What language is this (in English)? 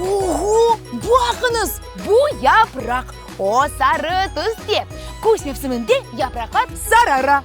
Crimean Tatar